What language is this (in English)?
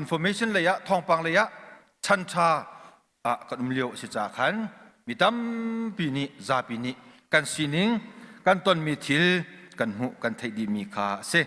Hakha Chin